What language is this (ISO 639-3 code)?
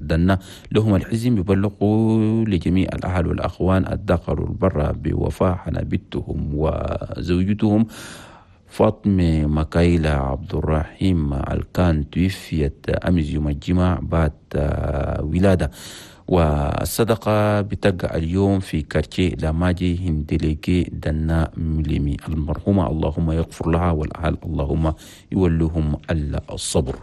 shu